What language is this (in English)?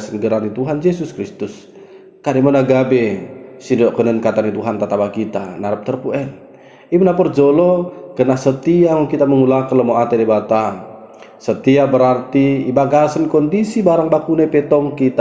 Batak Dairi